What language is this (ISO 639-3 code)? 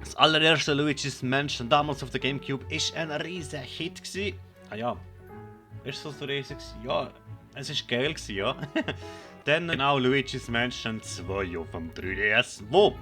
gsw